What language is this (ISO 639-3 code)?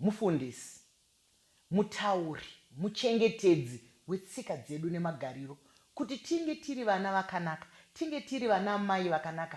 sna